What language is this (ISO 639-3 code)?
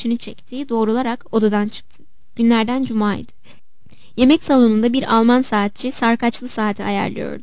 tur